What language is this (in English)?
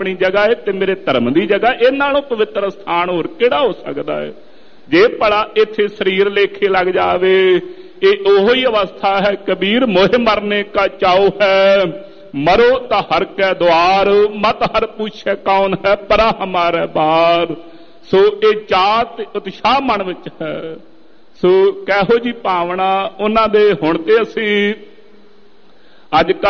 Punjabi